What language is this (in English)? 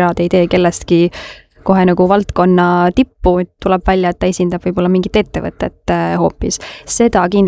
Estonian